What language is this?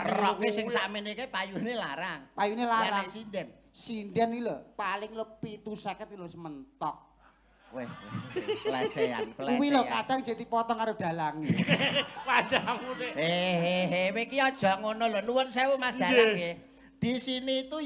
Javanese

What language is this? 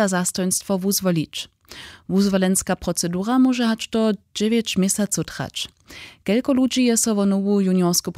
Upper Sorbian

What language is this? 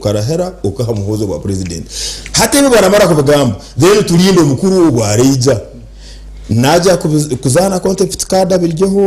Nyankole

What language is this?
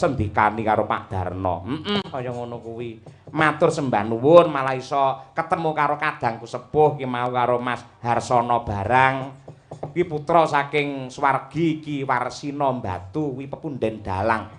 Javanese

